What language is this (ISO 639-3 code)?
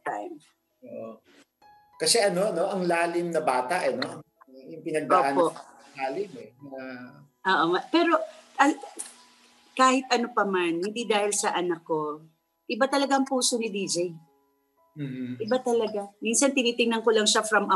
fil